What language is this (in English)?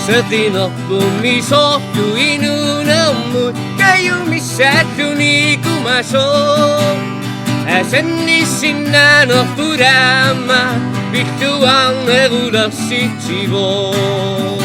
Kalaallisut